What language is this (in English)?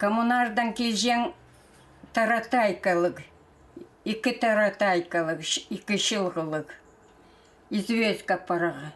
Khakas